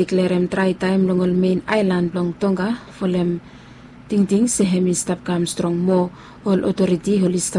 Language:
Bislama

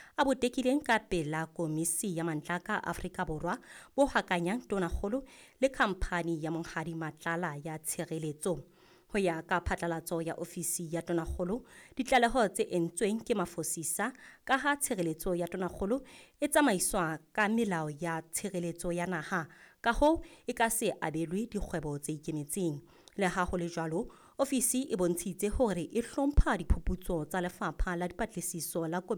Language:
Southern Sotho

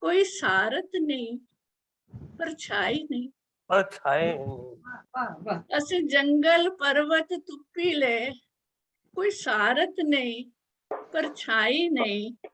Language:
Dogri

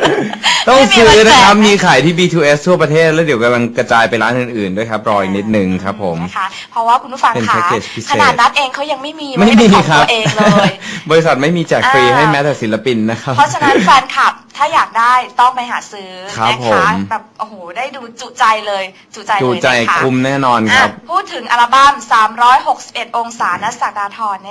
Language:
Thai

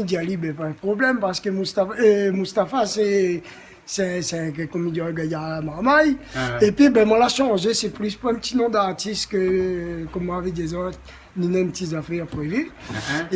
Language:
Réunion Creole French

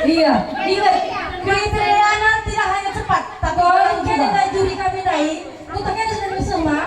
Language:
Batak Karo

